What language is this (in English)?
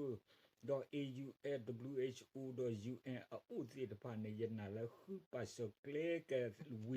S'gaw Karen